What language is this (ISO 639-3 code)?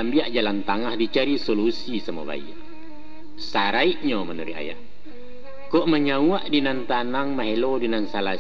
min